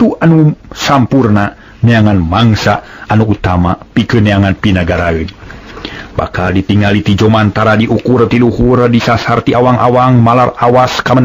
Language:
Sundanese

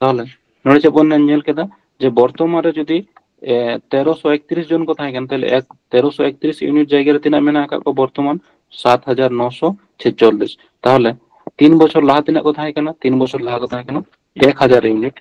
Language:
Santali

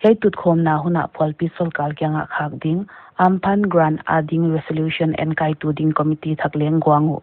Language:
Paite Chin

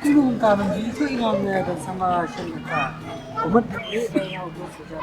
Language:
Khasi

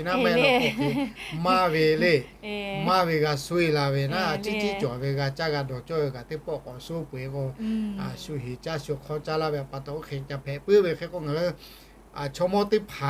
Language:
Lahu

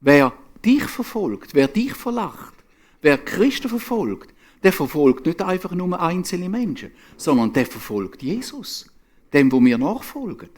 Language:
Swiss German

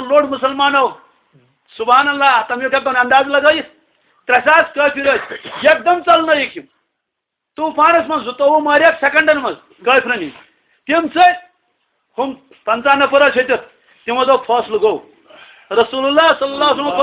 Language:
Kashmiri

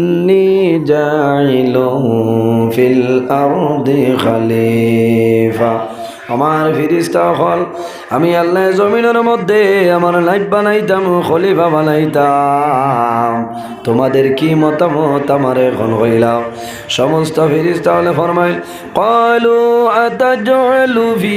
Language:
Sylheti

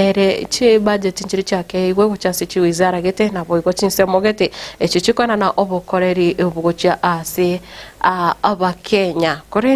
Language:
Gusii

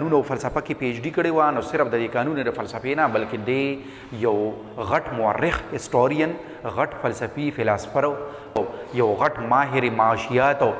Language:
Pashto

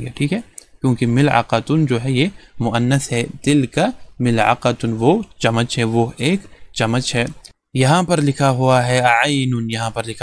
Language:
Urdu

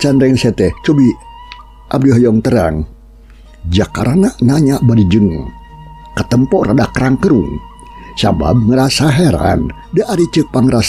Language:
Sundanese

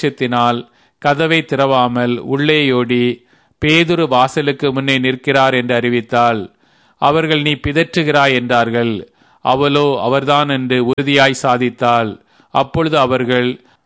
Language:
Tamil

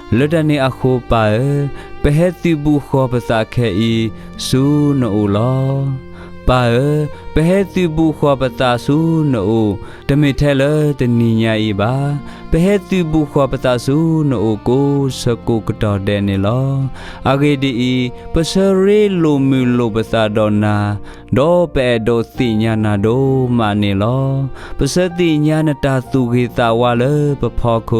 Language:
S'gaw Karen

